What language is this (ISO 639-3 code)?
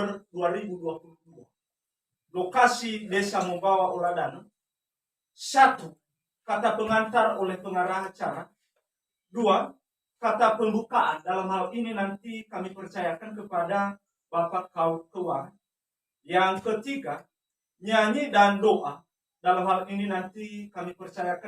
nia